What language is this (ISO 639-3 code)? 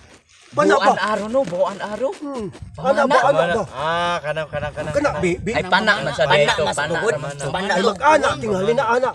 ceb